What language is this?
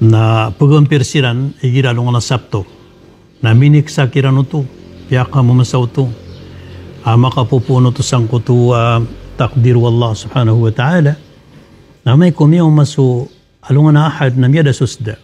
Maranao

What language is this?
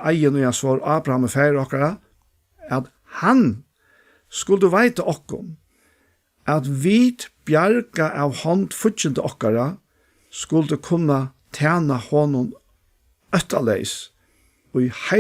Faroese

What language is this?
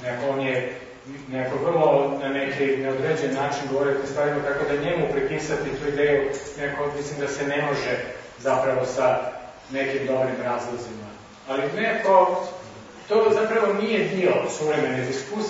Croatian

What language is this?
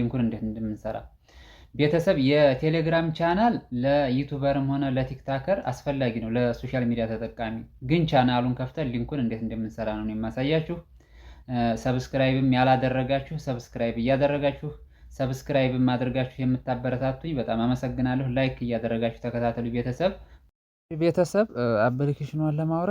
Amharic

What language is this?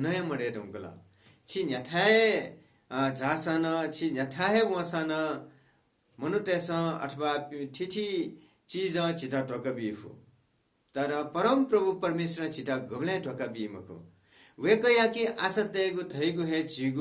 Newari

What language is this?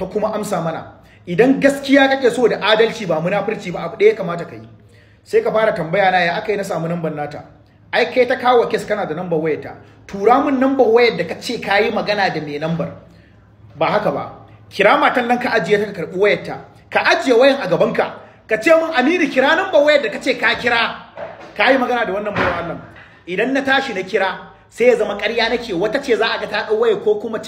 Hausa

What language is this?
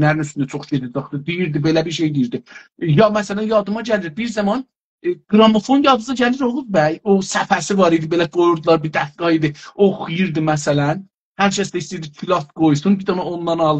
South Azerbaijani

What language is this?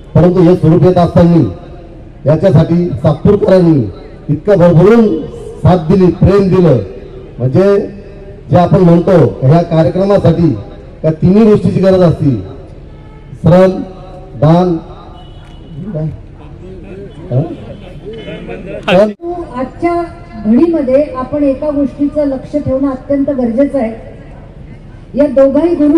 Marathi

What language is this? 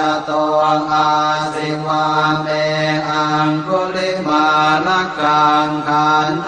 Pali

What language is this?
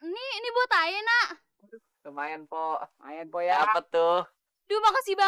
Betawi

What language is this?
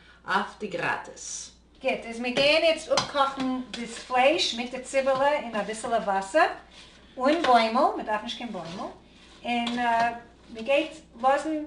Yiddish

